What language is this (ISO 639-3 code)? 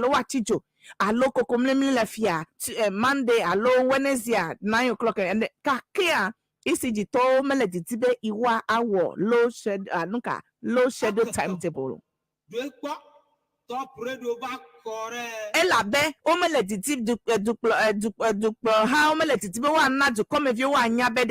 ewe